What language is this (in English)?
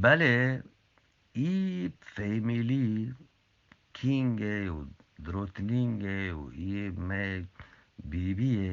Eastern Balochi